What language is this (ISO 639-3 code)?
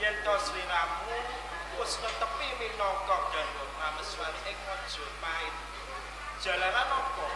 jav